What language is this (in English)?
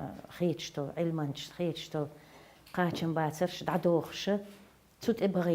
Chechen